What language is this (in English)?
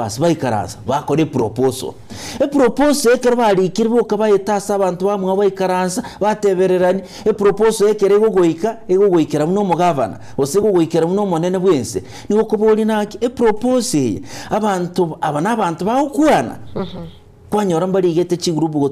Gusii